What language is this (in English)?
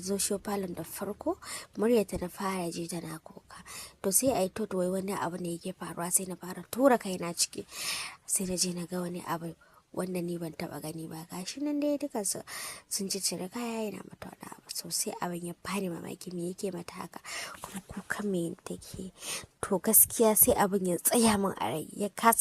Hausa